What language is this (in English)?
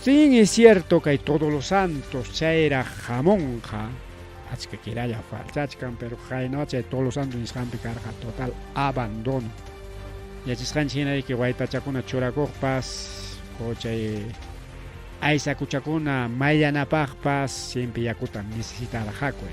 Ayacucho Quechua